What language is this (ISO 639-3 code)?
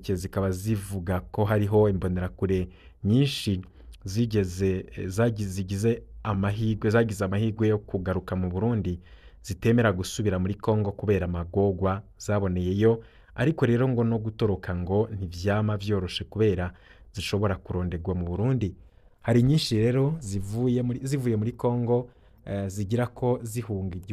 run